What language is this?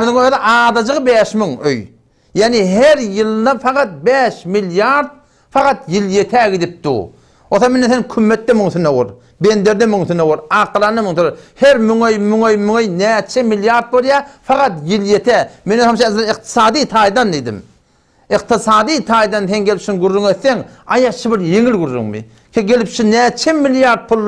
Turkmen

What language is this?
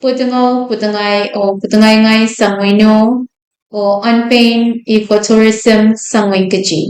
Pohnpeian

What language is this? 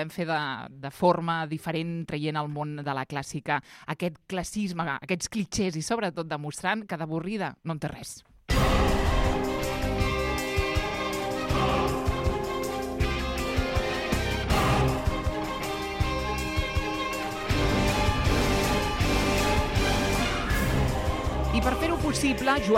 Catalan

